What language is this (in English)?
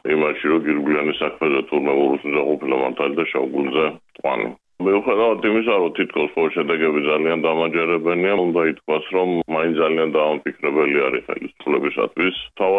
Georgian